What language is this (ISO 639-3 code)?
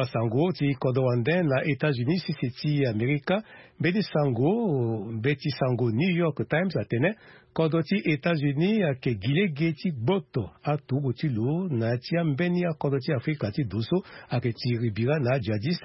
sag